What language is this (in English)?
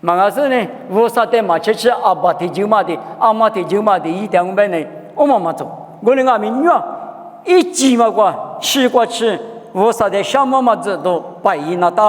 Lisu